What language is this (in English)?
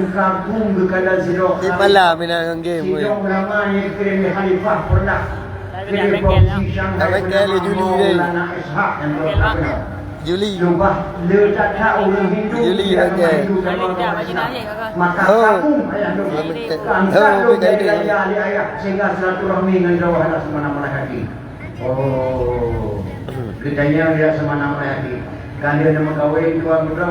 Achinese